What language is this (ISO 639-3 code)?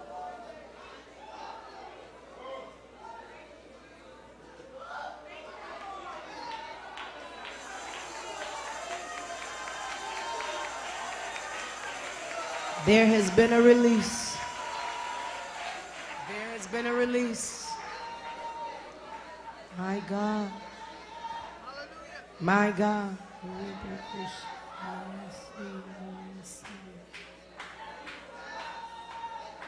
eng